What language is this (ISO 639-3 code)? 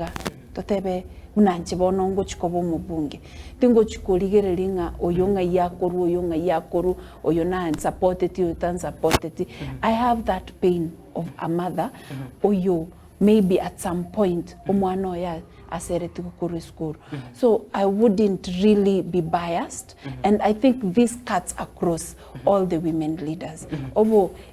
guz